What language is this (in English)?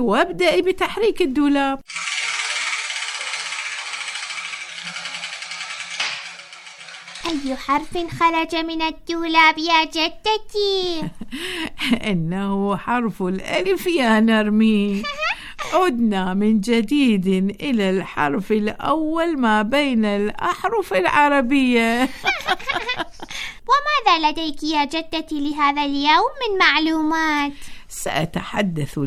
Arabic